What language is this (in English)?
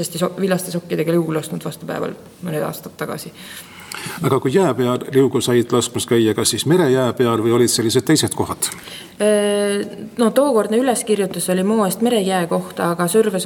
Estonian